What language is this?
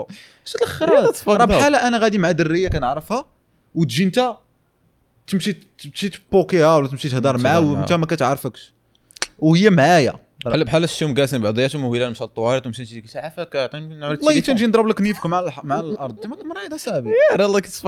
Moroccan Arabic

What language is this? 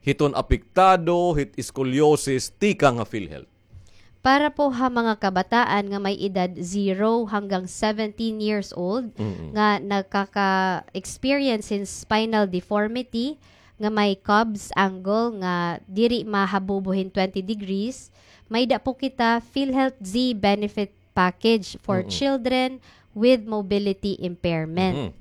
Waray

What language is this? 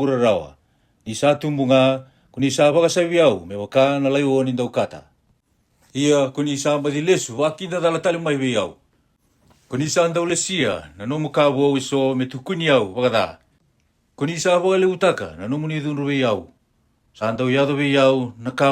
Fijian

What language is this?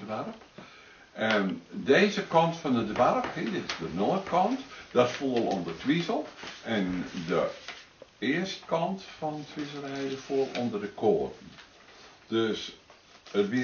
Western Frisian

